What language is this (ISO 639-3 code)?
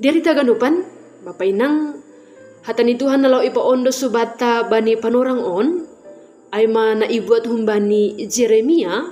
bts